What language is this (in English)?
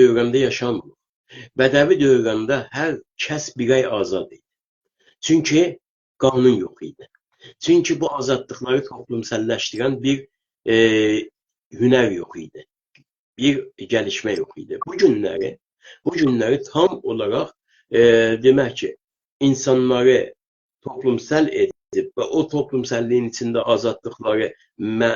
South Azerbaijani